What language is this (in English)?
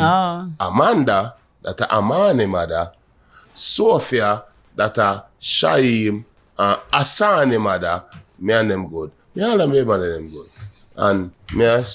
Jamaican Creole English